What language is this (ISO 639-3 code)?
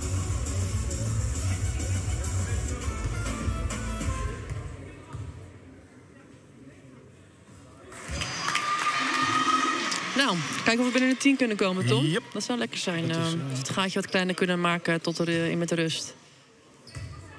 nld